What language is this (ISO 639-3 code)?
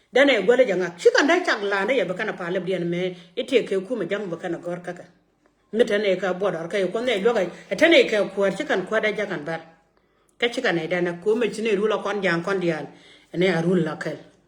nus